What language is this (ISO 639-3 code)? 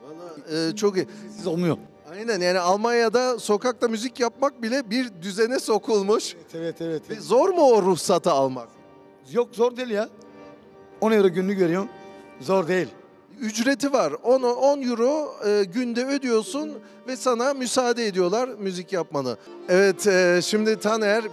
tur